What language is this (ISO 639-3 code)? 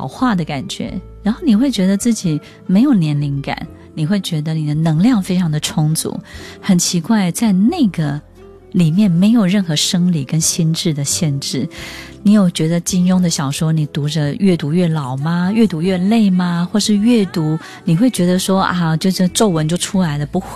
zho